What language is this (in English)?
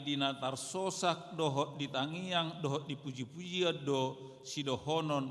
Batak Toba